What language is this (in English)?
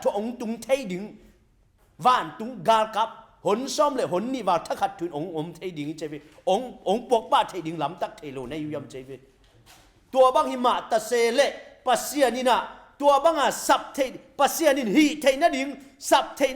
Tedim Chin